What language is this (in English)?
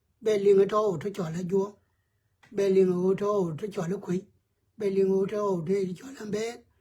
Nuer